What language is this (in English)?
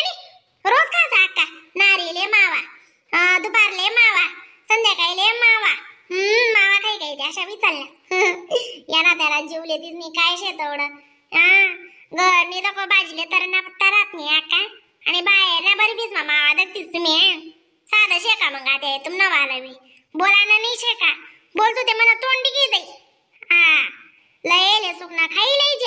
Khandesi